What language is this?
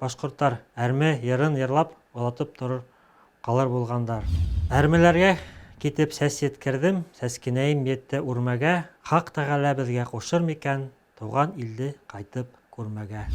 Bashkir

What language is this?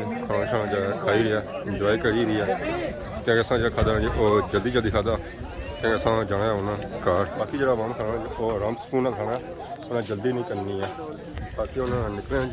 Pahari-Potwari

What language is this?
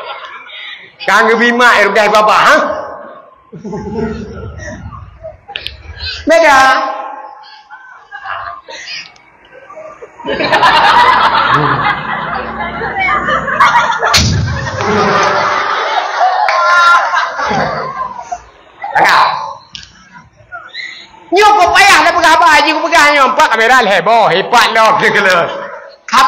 Achinese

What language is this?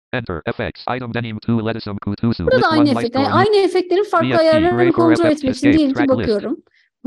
Turkish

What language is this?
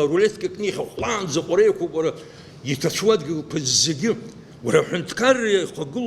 Abkhazian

